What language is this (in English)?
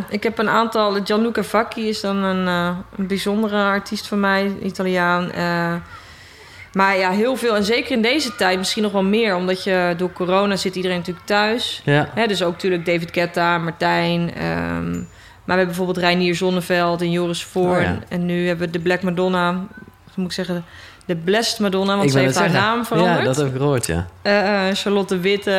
Dutch